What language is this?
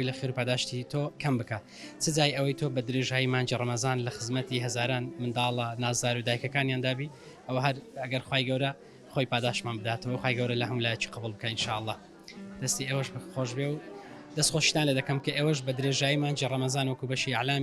Central Kurdish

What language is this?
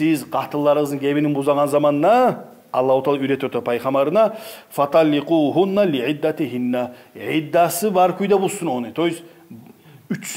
Kumyk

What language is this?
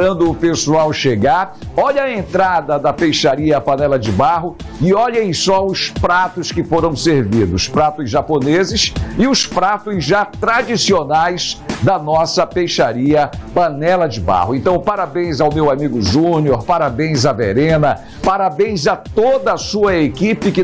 Portuguese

